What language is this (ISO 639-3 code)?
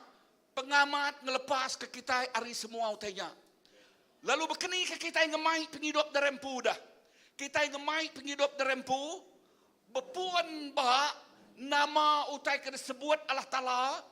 iba